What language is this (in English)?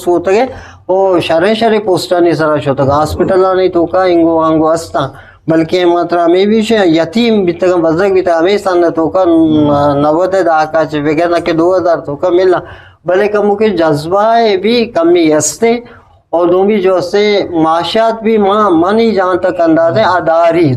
Eastern Balochi